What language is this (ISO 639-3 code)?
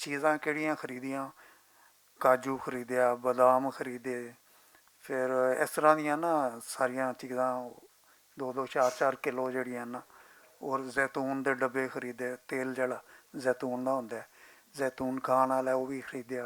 lah